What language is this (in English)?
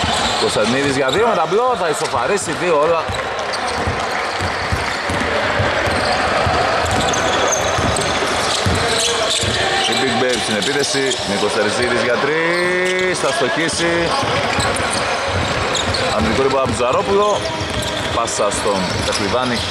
Greek